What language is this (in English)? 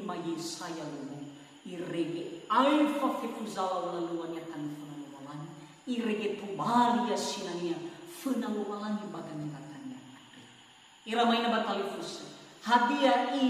Nias